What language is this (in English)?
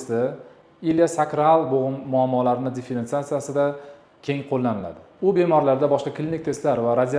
Uzbek